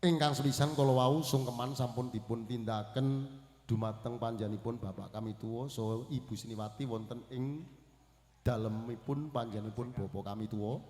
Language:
Javanese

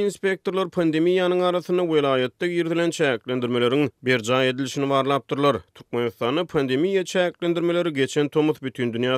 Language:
Turkmen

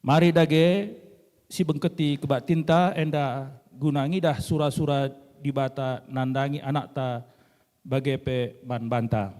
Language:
Batak Karo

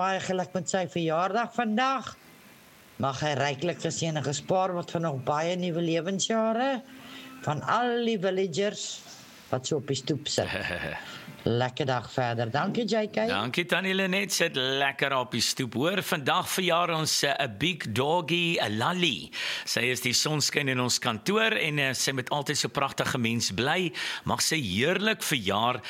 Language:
Afrikaans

